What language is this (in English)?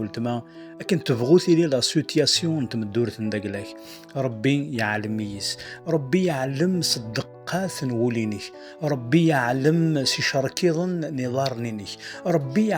Kabyle